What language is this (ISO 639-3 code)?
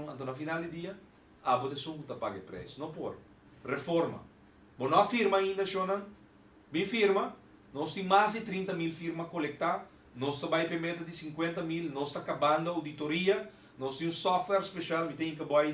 pap